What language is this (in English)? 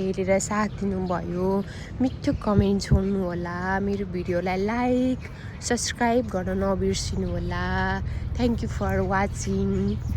Nepali